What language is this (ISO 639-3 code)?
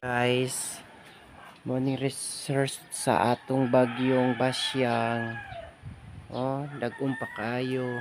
ceb